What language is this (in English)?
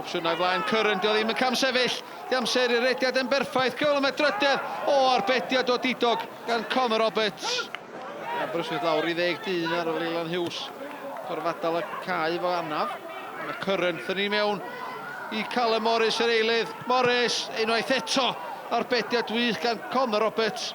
Welsh